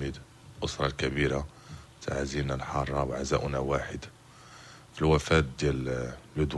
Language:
Moroccan Arabic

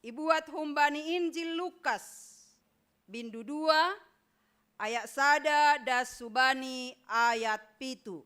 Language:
Batak Simalungun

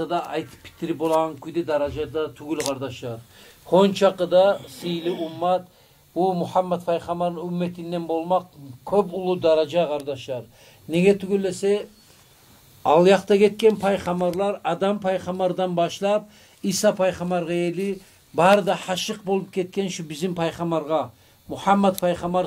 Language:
Kumyk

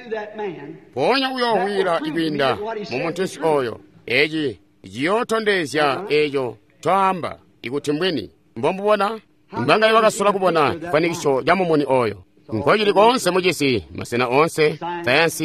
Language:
Tonga (Zambia)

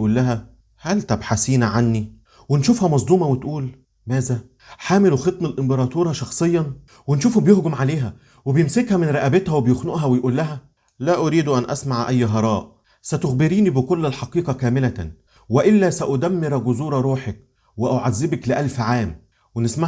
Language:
Egyptian Arabic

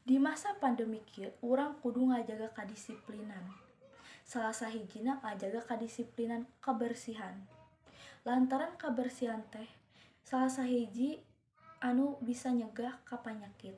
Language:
Sundanese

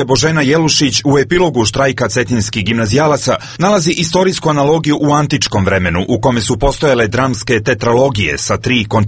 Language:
Serbian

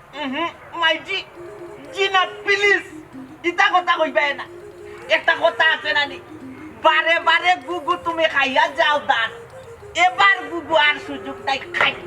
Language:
Sylheti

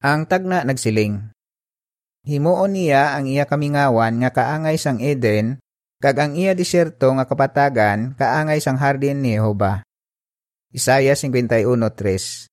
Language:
Hiligaynon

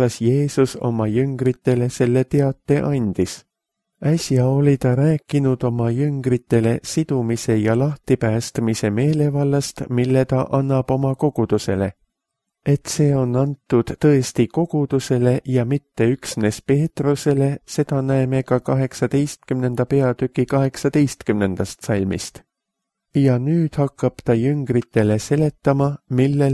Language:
Estonian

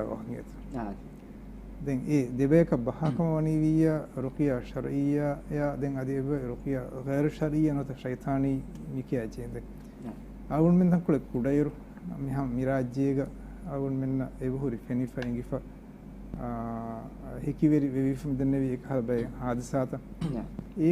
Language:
Divehi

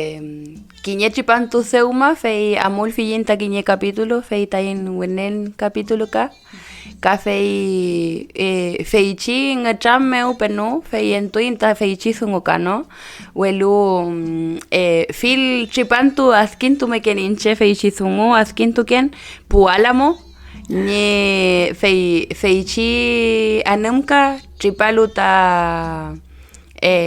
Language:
Mapuche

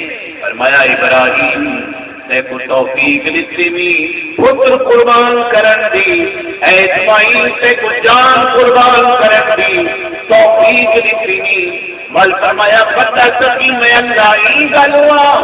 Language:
Saraiki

